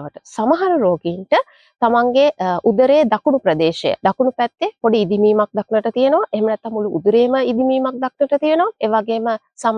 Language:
Sinhala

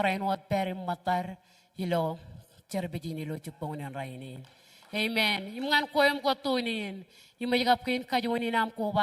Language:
Marshallese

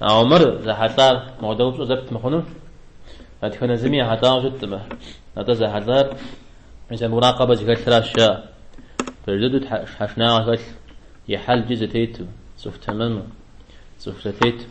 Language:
Kabardian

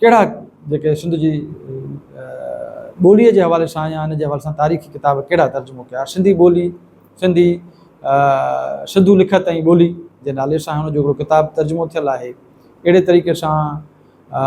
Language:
Sindhi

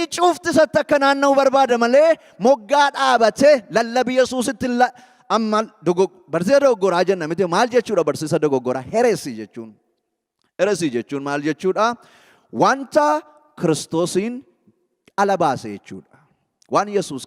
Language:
Oromo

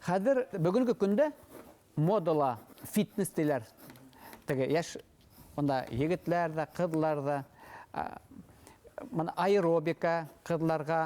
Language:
Bashkir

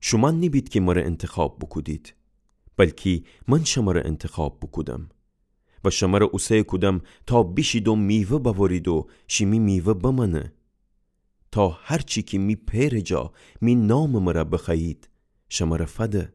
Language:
Gilaki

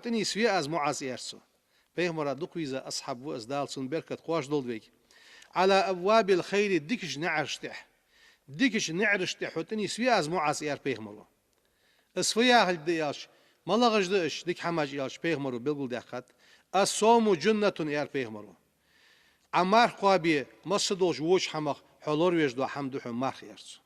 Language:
Ingush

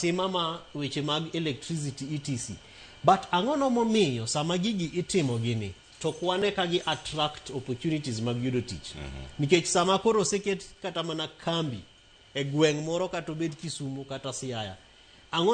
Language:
Luo (Kenya and Tanzania)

